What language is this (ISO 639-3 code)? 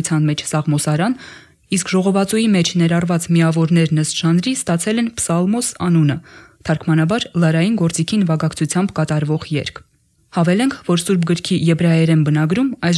hye